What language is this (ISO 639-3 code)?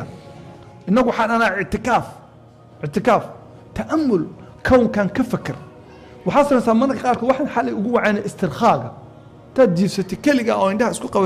som